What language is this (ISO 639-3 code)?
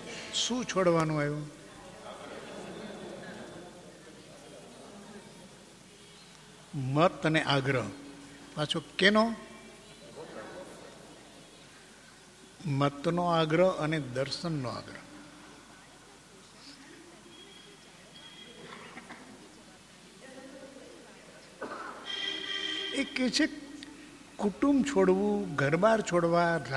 guj